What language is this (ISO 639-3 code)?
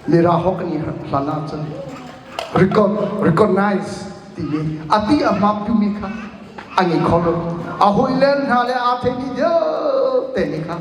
cnh